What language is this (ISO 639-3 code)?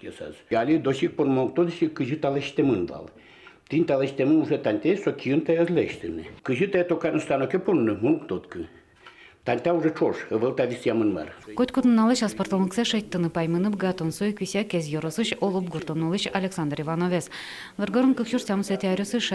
udm